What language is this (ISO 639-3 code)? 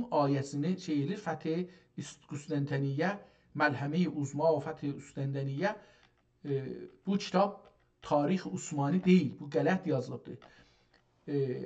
azb